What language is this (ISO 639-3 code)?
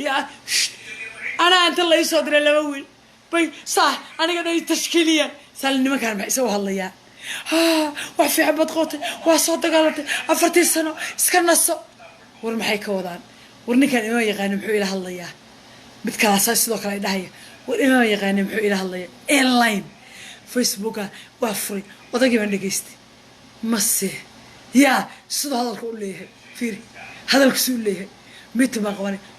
som